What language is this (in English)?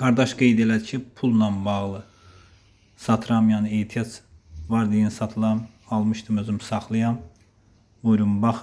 Azerbaijani